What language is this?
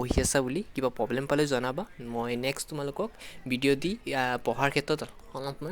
Assamese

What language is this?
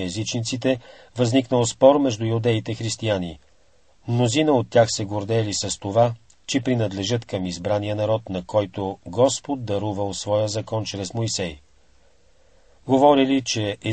Bulgarian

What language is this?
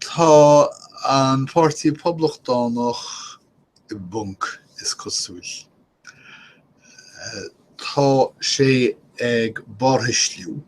Irish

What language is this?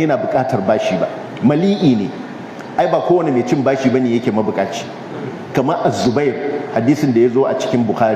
Hausa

